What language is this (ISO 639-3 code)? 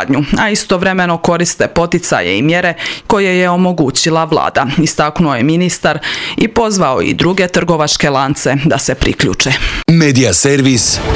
hrv